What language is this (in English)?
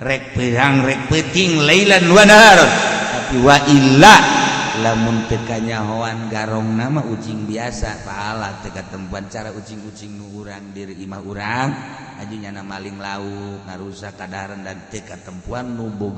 Sundanese